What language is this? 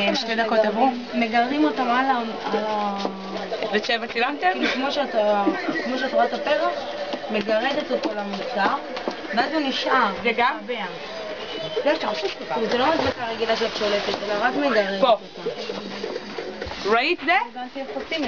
Hebrew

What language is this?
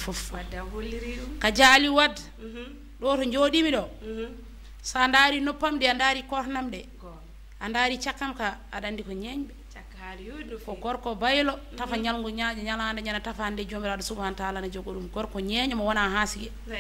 Fula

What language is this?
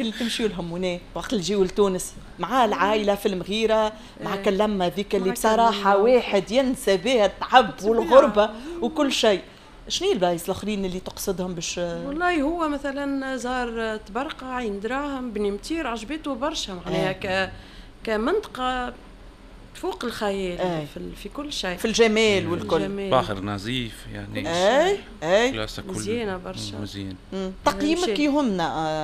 Tunisian Arabic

